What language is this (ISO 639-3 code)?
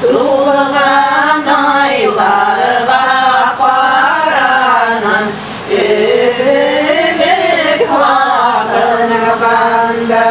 bak